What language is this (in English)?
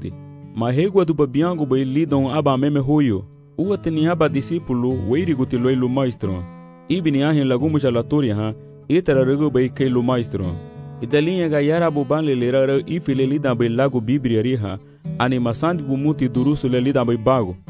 Garifuna